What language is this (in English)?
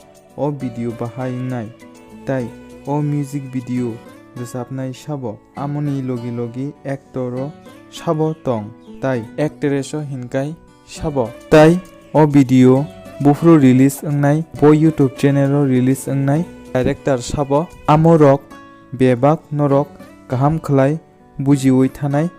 Kok Borok